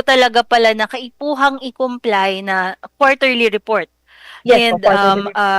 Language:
Bikol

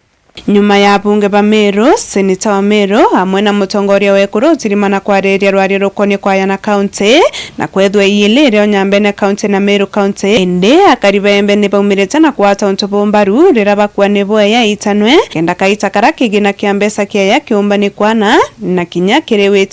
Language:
Meru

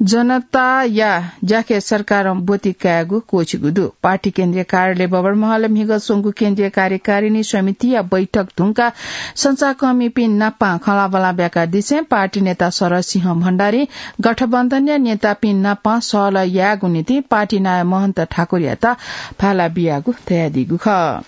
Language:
Newari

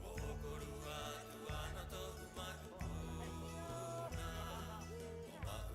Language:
Rapanui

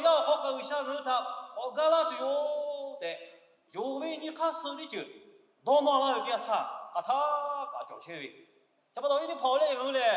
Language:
Lahu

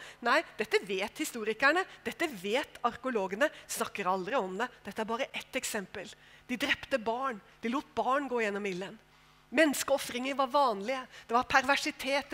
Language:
Norwegian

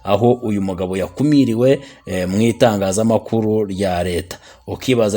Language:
Kinyarwanda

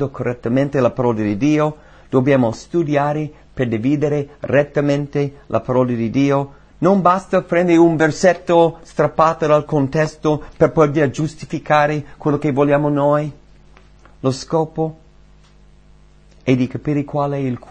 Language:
Italian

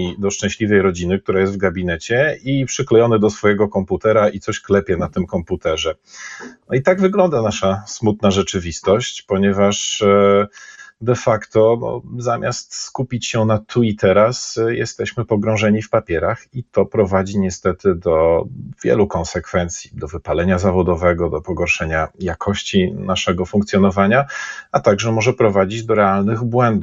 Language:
Polish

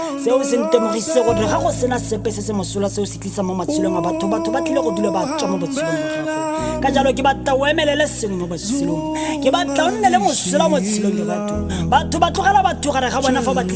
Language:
Tswana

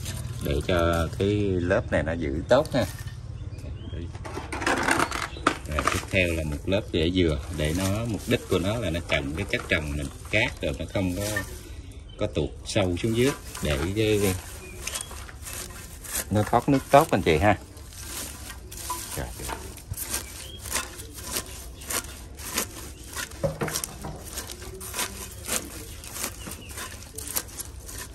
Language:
Vietnamese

